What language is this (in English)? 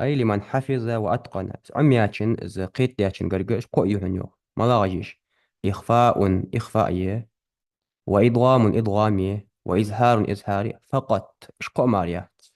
Ingush